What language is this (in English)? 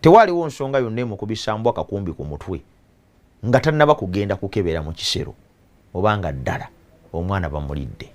Ganda